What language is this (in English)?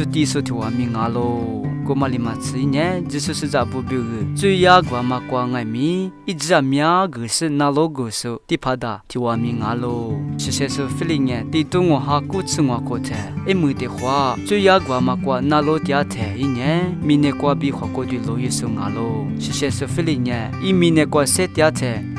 Lisu